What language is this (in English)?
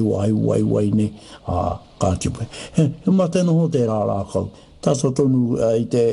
Māori